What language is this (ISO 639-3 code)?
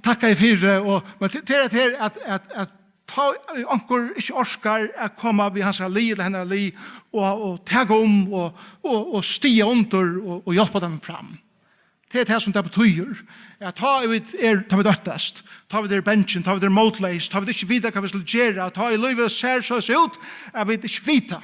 fao